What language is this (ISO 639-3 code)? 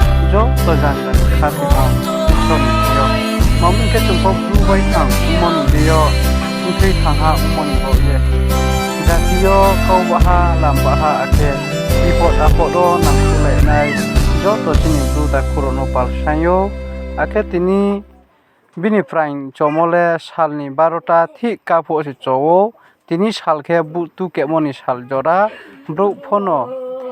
ria